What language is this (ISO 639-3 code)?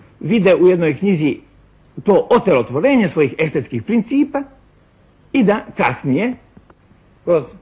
srp